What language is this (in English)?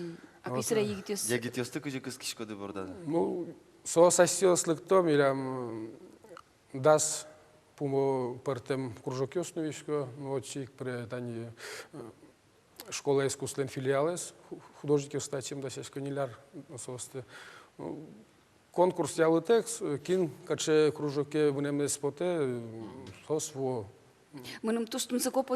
Udmurt